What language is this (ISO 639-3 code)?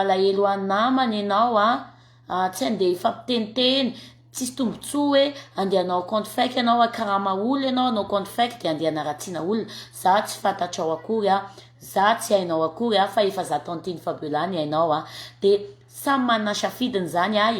mlg